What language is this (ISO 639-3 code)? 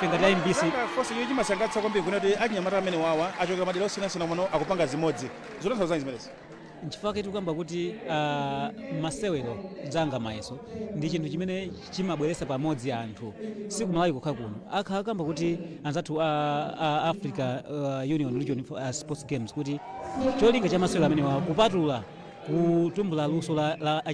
nya